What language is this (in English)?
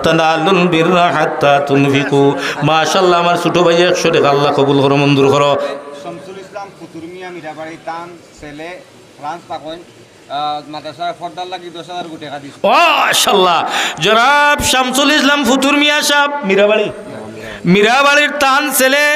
Sylheti